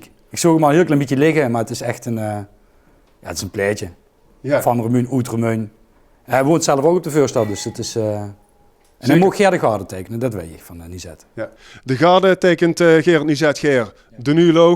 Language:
Limburgish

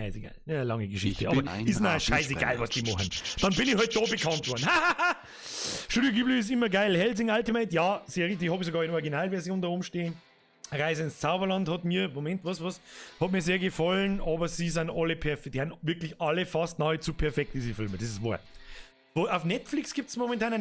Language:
Bavarian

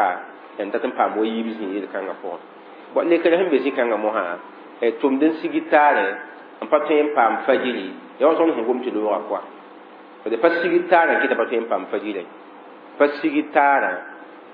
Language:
Mossi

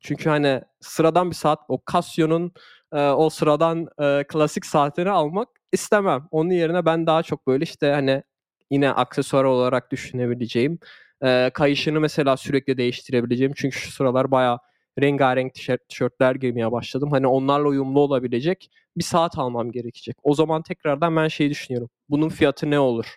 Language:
Turkish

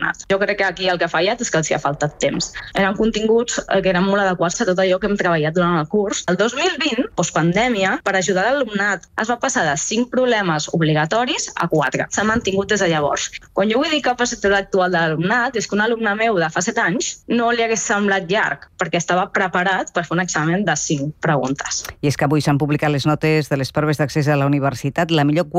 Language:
Catalan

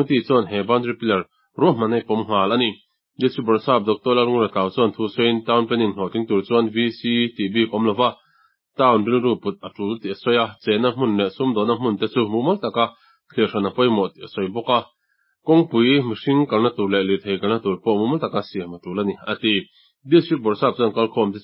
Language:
Mizo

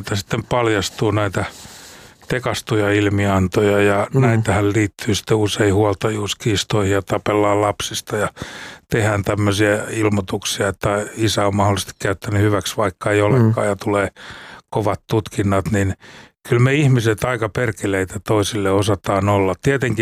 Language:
Finnish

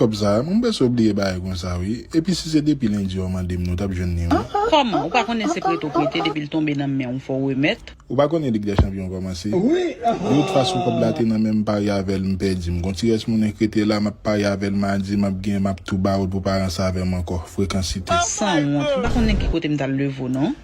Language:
Haitian Creole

